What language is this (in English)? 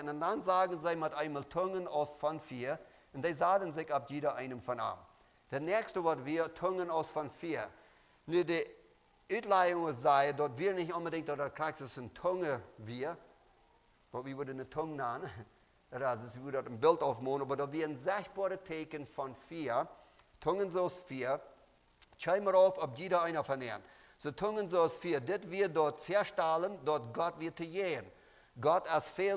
Plautdietsch